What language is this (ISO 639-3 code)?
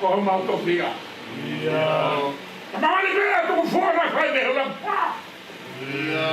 ton